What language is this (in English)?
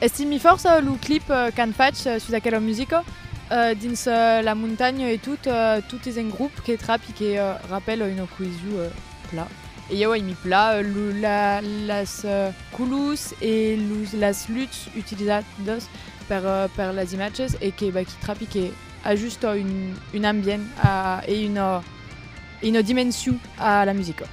Occitan